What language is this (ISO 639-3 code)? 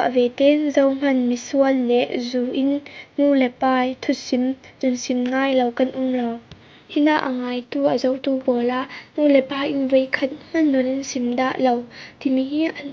cfm